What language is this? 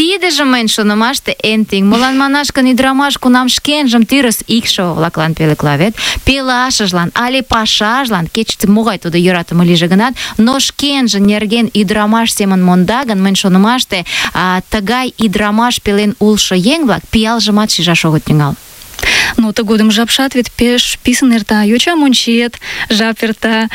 Mari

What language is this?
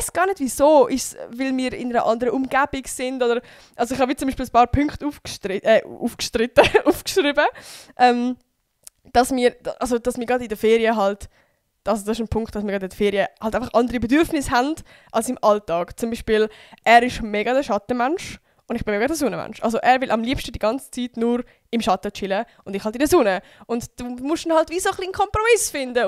Swiss German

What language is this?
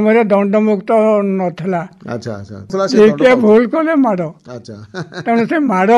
Odia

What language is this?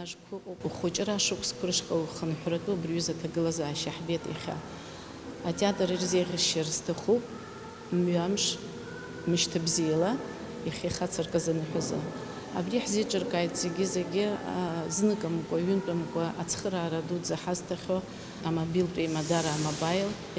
Abkhazian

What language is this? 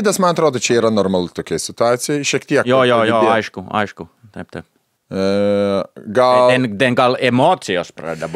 Lithuanian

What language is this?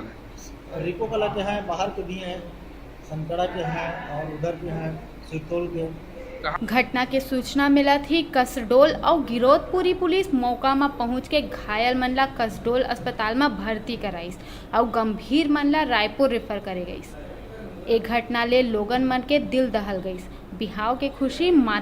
Chhattisgarhi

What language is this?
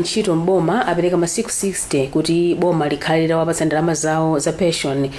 Nyanja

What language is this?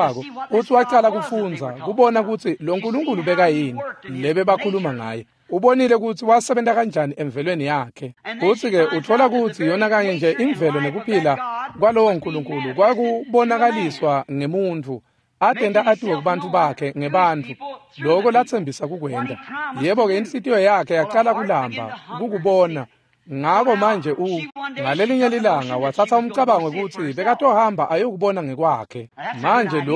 Swati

